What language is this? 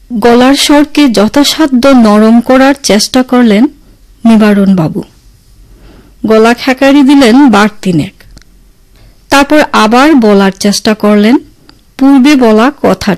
Bangla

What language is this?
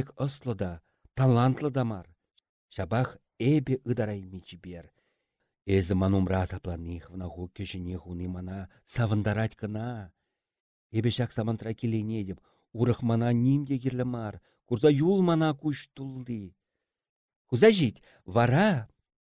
Chuvash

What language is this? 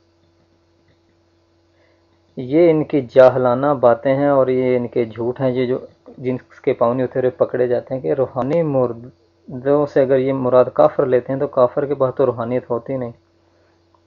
Urdu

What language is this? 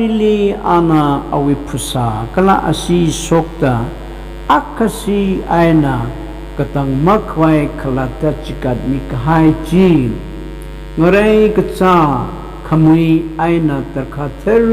Tangkhul Naga (India)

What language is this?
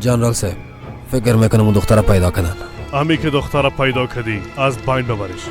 Persian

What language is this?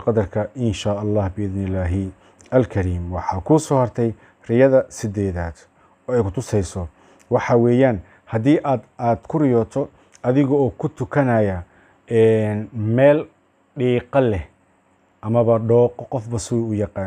Somali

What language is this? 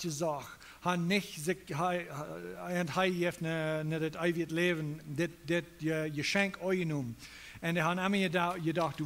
Plautdietsch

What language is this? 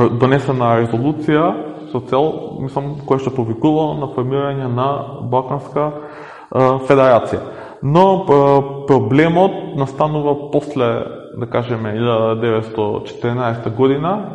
Macedonian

